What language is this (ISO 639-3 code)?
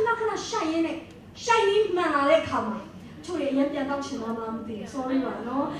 mya